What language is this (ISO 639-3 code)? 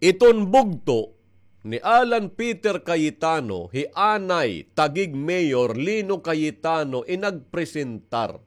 war